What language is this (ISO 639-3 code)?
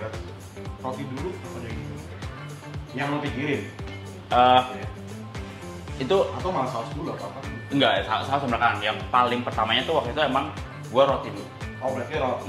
ind